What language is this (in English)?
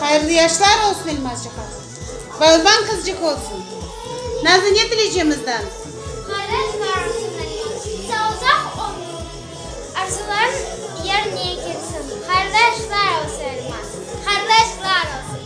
Crimean Tatar